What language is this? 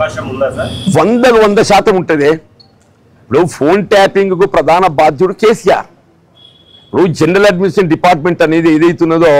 Telugu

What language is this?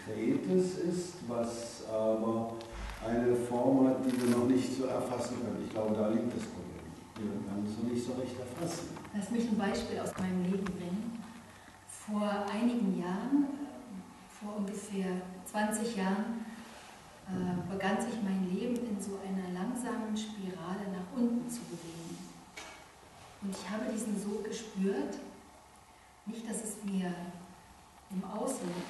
German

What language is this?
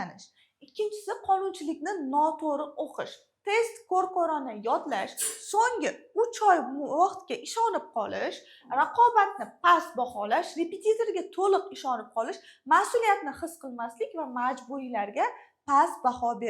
Uzbek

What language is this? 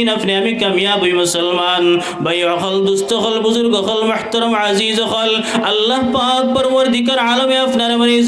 Sylheti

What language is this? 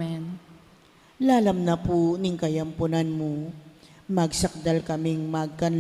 Pampanga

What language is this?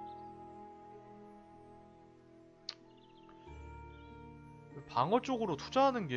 Korean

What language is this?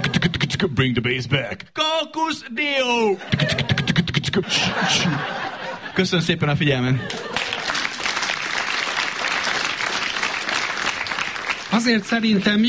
Hungarian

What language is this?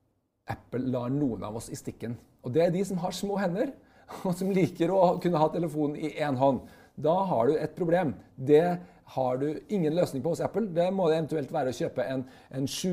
Norwegian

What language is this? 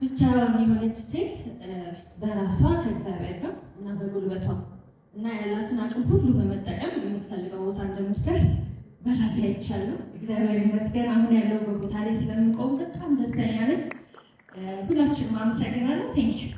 Amharic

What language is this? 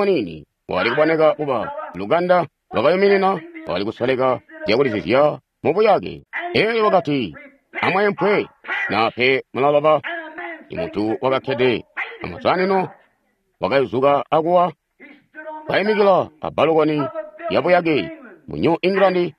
Tonga (Zambia)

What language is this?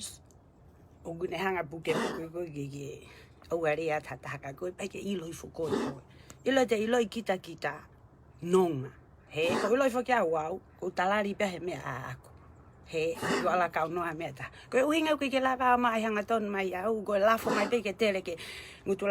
Tongan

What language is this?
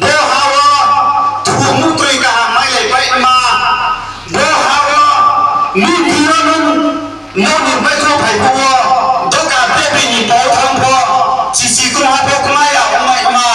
Riang (India)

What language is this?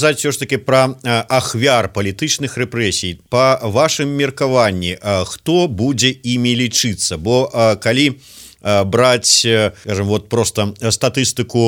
Belarusian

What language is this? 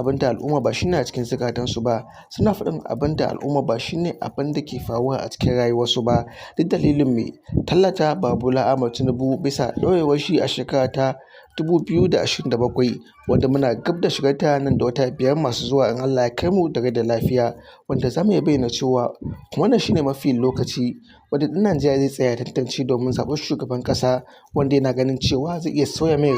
Hausa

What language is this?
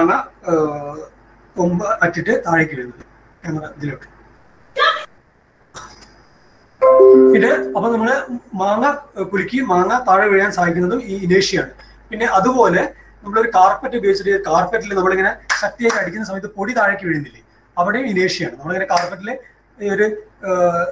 Malayalam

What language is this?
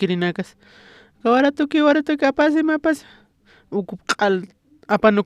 Aymara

